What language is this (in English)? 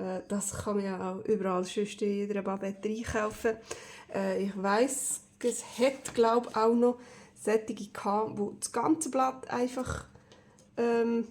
Swiss German